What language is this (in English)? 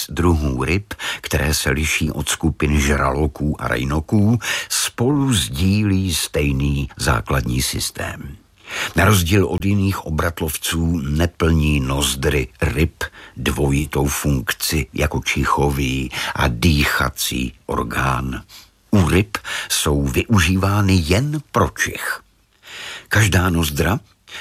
Czech